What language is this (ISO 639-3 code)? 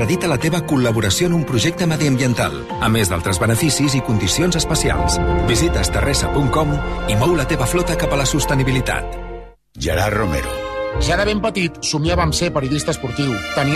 cat